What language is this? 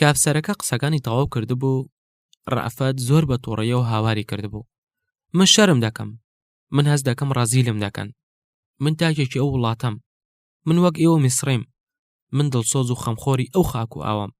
Central Kurdish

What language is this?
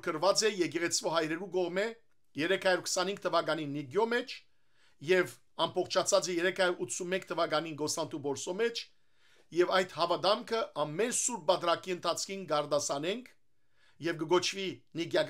Western Armenian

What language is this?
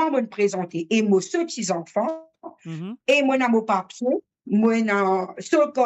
Morisyen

